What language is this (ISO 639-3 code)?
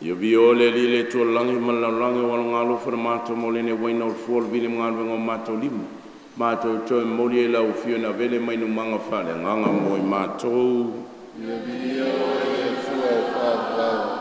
smo